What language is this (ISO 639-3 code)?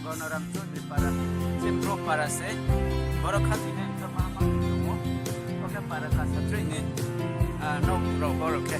ria